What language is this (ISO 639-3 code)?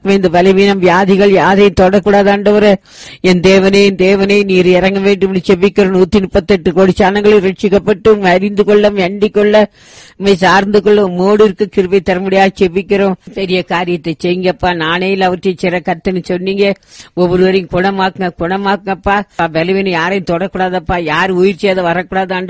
tam